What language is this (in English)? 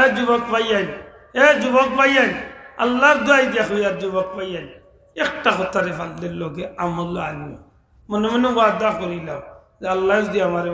Sylheti